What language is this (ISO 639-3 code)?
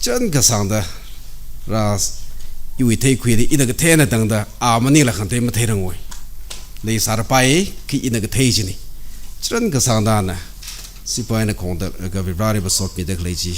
nmf